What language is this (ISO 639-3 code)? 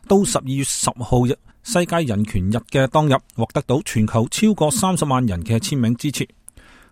yue